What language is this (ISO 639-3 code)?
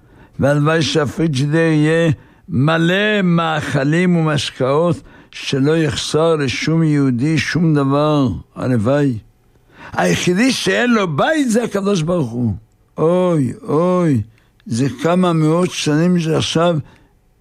heb